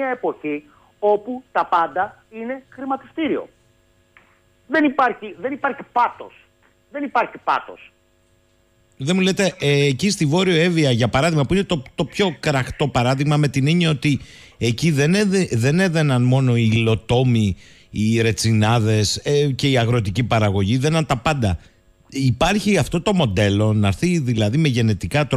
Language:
Greek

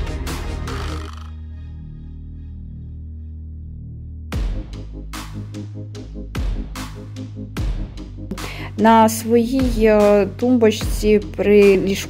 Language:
Ukrainian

